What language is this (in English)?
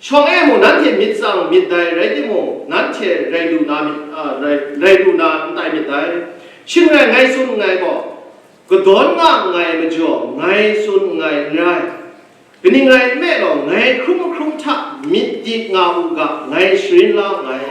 Kachin